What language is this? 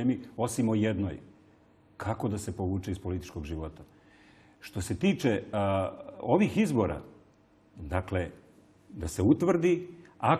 Serbian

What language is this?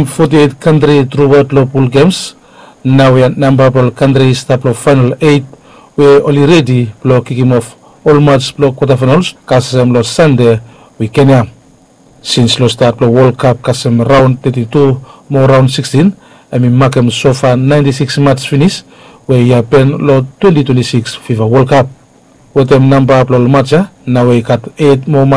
Bislama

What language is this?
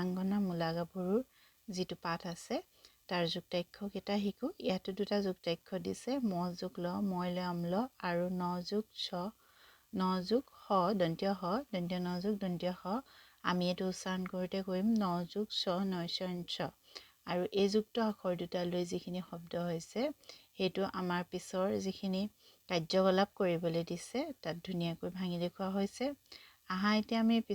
Assamese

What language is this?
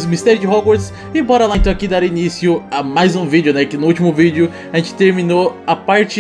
Portuguese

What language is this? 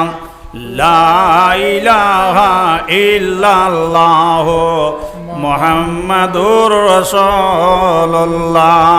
Sylheti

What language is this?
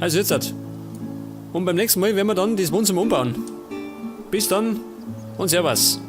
Bavarian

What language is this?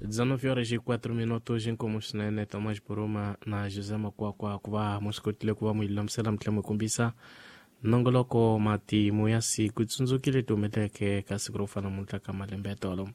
Tsonga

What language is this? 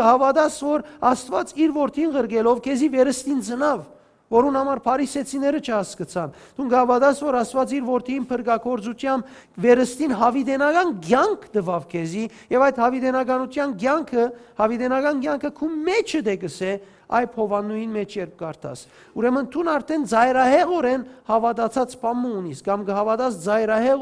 Western Armenian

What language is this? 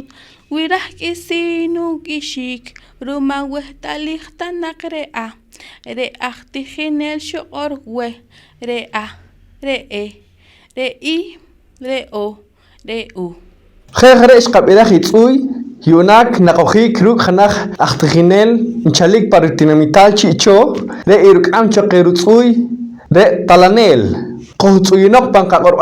Poqomchi'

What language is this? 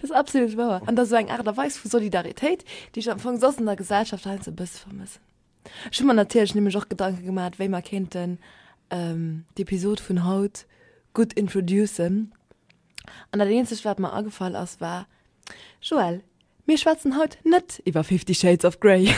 Luxembourgish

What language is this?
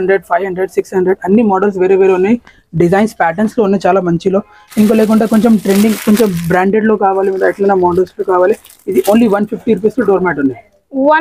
Telugu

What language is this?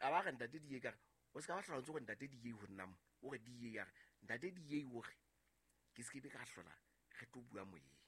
Southern Sotho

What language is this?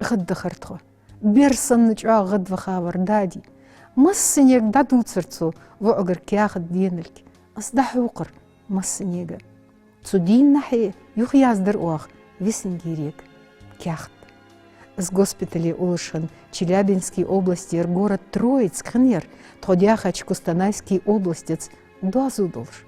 Ingush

